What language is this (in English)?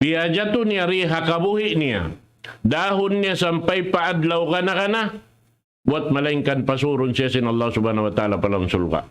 Tausug